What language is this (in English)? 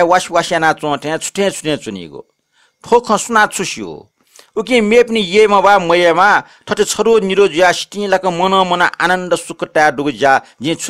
Newari